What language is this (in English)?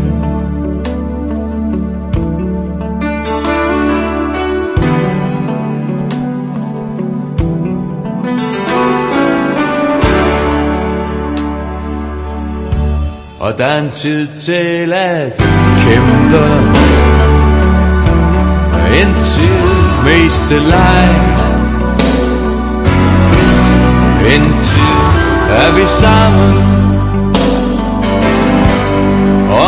Danish